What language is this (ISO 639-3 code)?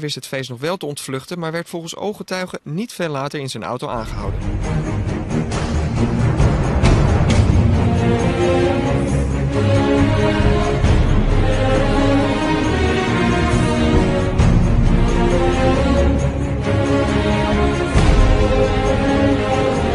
nld